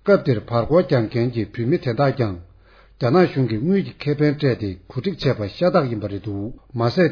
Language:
Tibetan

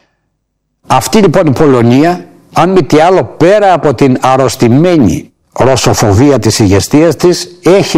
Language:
Greek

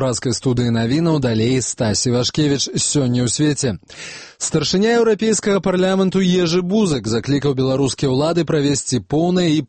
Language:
Belarusian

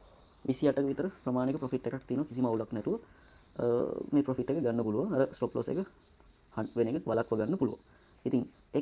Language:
Sinhala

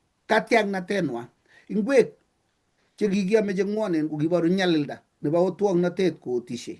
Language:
Kalenjin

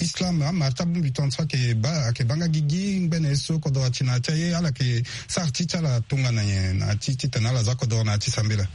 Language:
Sango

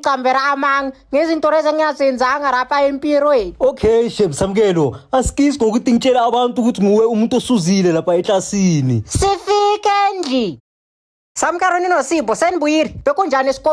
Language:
Zulu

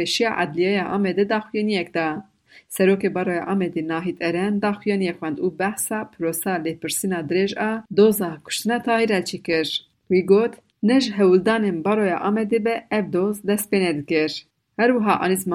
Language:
Kurdish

